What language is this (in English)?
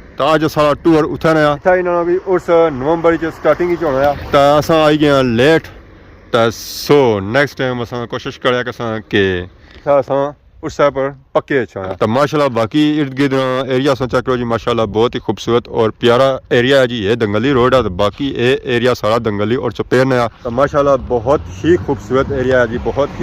Pahari-Potwari